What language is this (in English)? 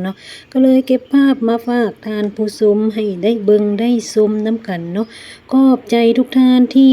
Lao